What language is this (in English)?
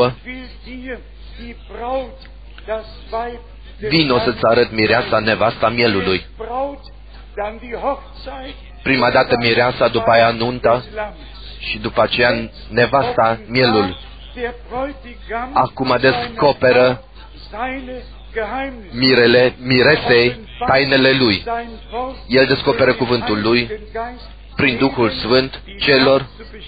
Romanian